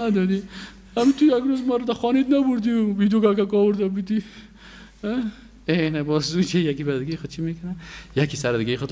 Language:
Persian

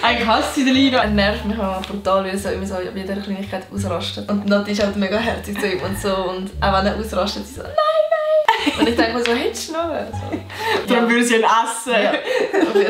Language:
Swiss German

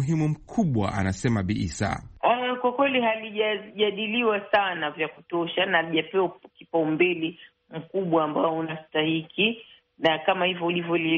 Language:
Swahili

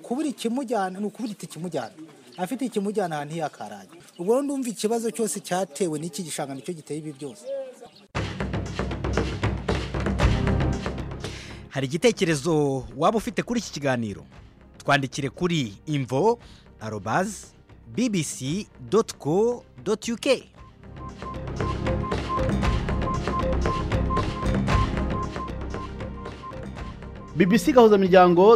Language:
Kinyarwanda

